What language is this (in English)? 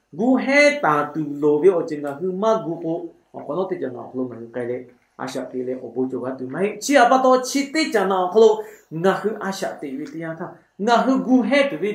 Lahu